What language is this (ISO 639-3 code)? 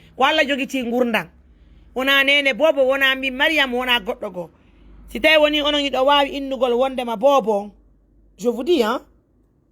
ful